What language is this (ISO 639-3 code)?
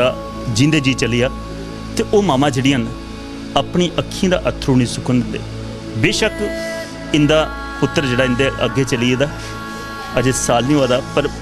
doi